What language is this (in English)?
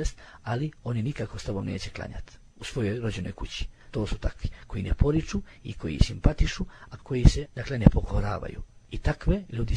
Bosnian